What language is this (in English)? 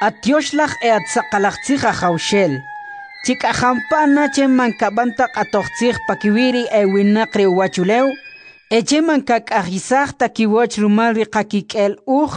Kʼicheʼ